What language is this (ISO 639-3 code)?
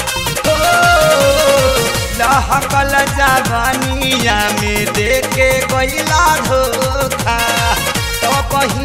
bho